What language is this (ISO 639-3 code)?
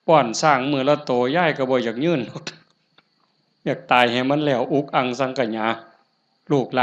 lao